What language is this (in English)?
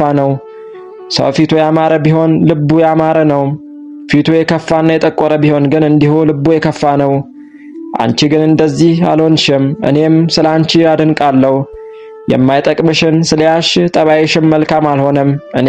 Amharic